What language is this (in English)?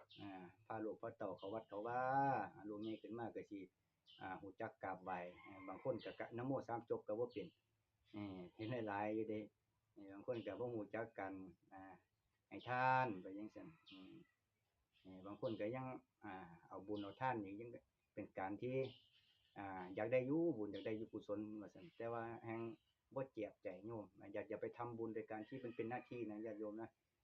Northeastern Thai